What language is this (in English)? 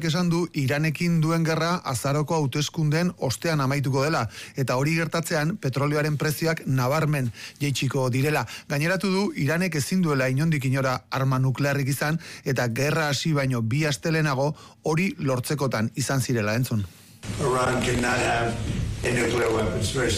Basque